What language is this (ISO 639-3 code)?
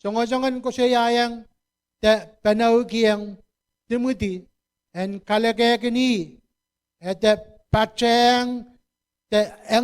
pon